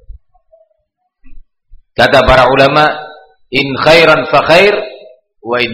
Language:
Indonesian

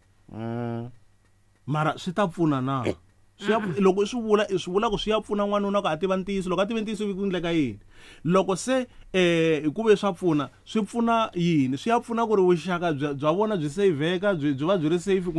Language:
Tsonga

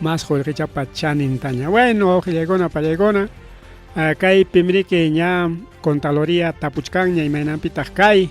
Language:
Ayacucho Quechua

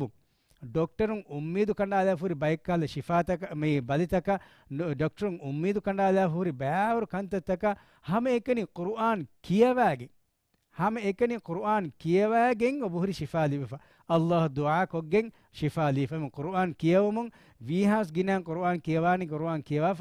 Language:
Divehi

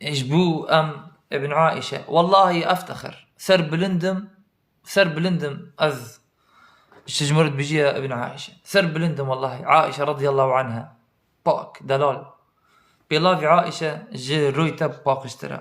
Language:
Kurdish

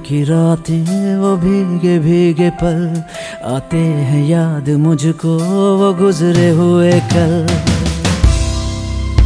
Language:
Hindi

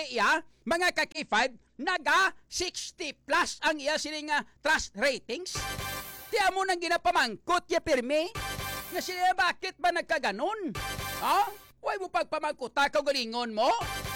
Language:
Hiligaynon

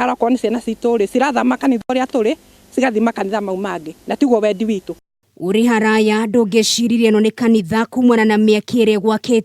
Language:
Kikuyu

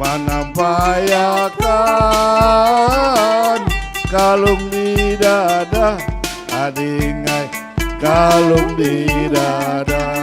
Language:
Banjar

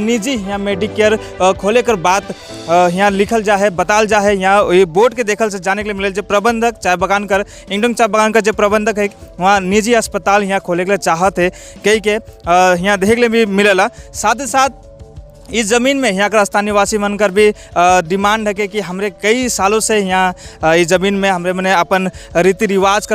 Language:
Sadri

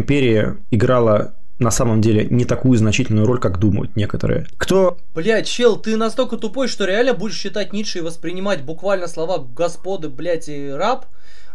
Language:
Russian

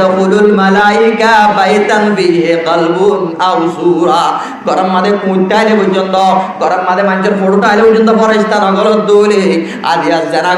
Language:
Rohingya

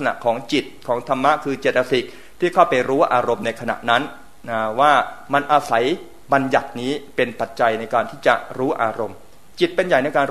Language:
Thai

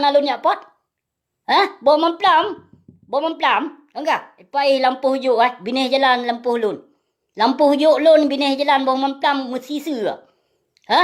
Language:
Achinese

